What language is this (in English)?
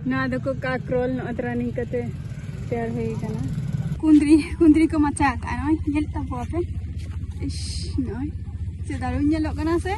Santali